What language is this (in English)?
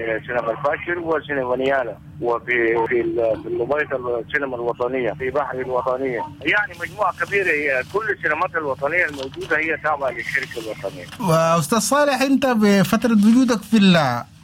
Sudanese Arabic